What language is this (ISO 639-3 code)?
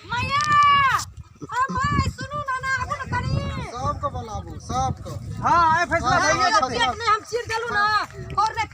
mai